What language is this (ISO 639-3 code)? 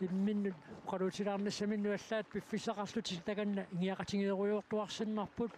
kal